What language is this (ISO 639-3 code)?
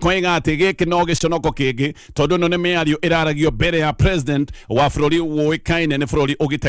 kik